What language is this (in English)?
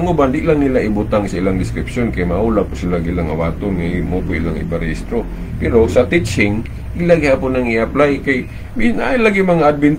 Cebuano